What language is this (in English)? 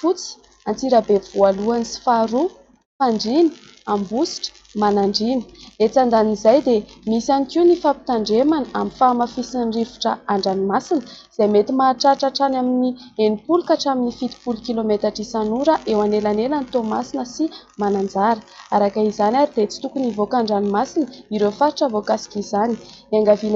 Malagasy